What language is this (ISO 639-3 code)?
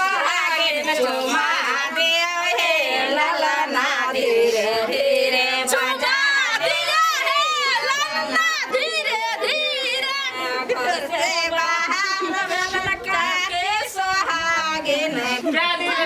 mai